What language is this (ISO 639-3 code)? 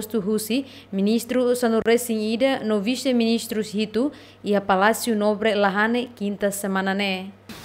tet